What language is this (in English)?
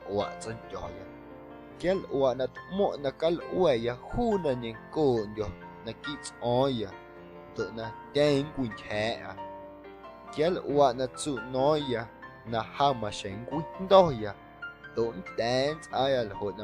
Guerrero Amuzgo